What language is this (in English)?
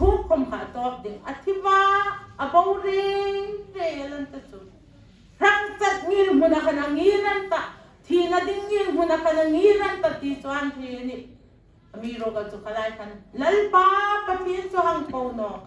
Hmar